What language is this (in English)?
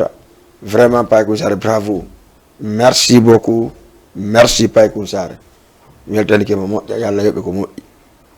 Fula